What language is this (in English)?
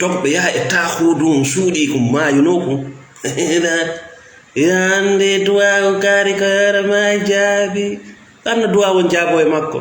Fula